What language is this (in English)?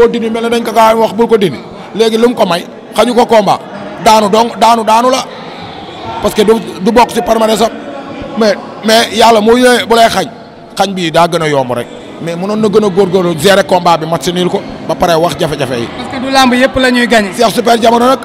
Wolof